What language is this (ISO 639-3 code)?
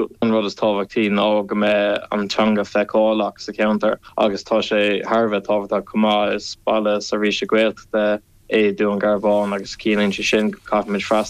gle